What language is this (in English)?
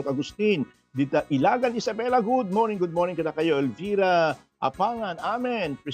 Iloko